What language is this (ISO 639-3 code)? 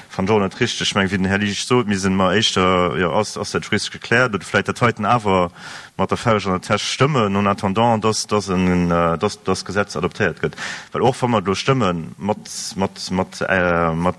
ltz